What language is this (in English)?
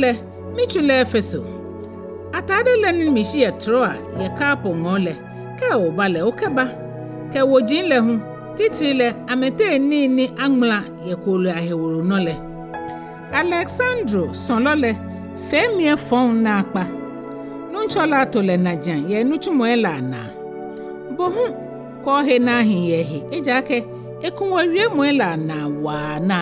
Ga